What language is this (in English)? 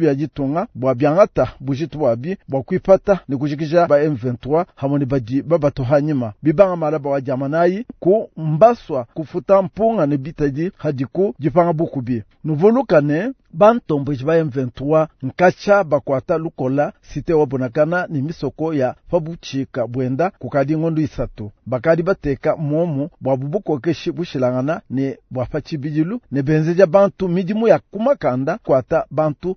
Luba-Lulua